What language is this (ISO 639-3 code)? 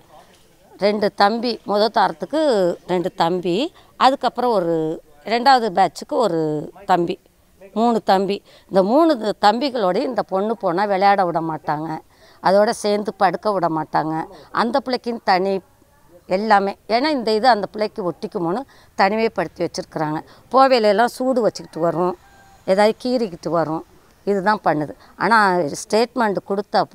tam